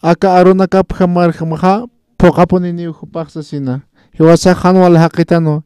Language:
Aymara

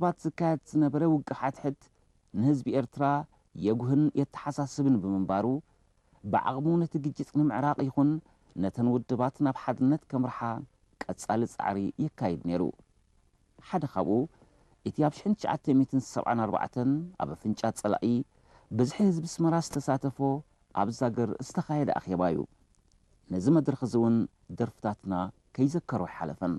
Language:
Tigrinya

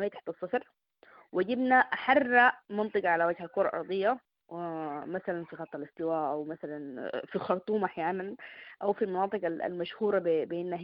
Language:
Sudanese Arabic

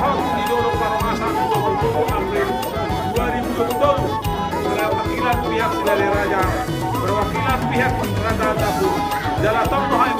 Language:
Batak Toba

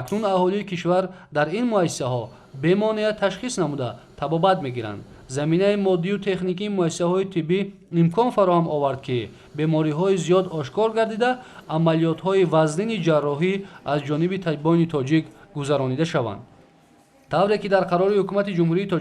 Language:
Tajik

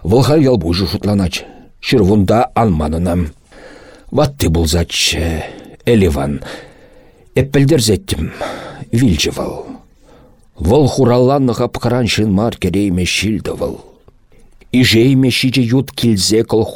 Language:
Chuvash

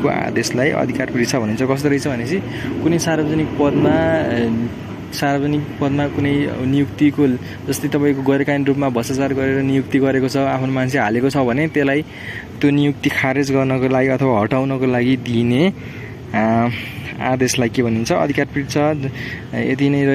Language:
Nepali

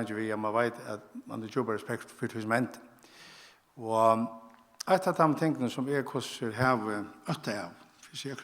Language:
Faroese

